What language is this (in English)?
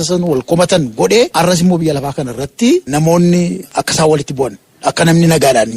Oromo